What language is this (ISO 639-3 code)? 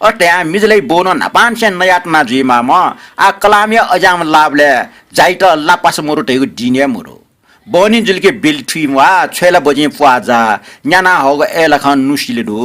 new